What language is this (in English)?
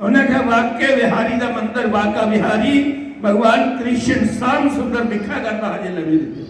Dogri